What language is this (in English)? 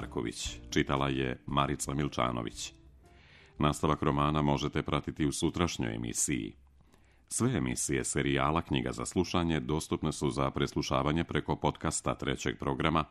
Serbian